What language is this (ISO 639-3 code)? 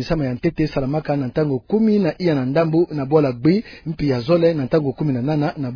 ktu